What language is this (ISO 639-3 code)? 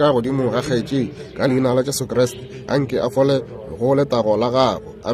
nso